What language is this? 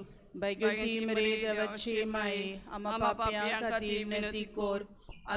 Konkani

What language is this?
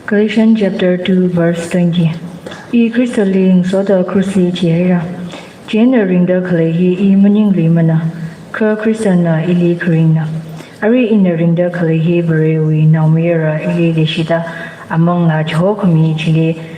Tangkhul Naga (India)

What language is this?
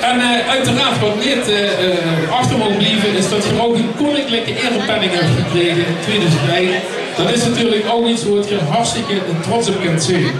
Limburgish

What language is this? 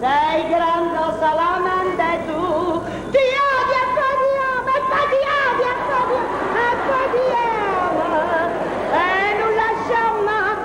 Neapolitan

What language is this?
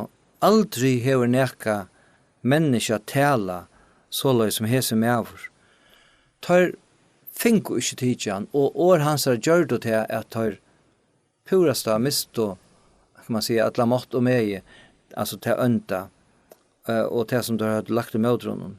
Faroese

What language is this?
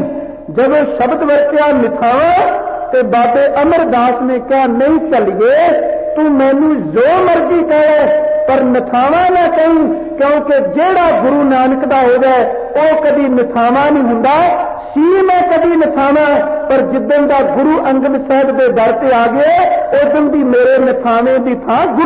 Punjabi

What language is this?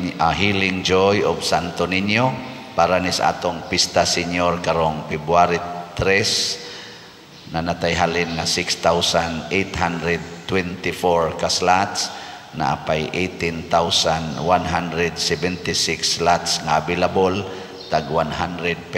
Cebuano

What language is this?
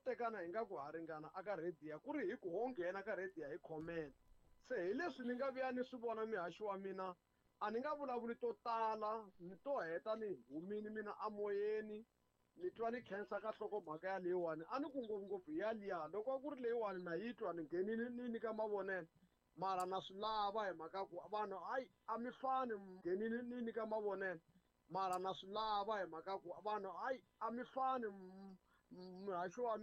Tsonga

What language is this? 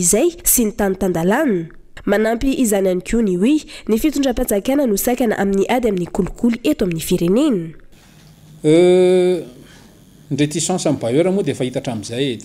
Malagasy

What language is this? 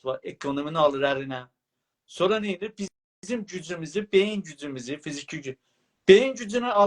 South Azerbaijani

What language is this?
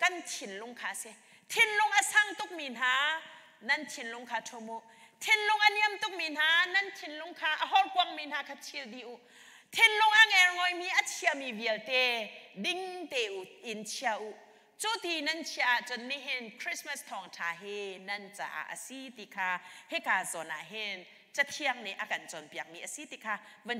Hakha Chin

